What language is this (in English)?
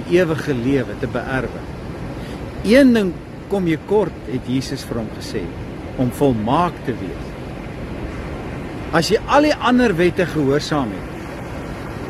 Afrikaans